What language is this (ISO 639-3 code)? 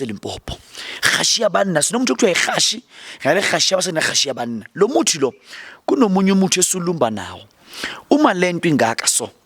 zul